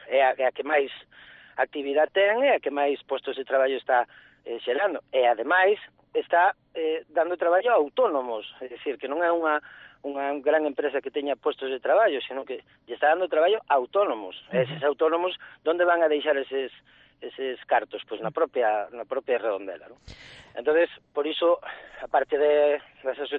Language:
Galician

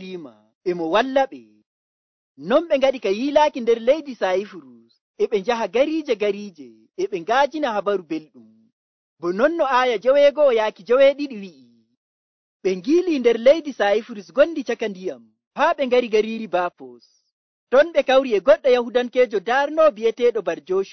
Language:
Nigerian Fulfulde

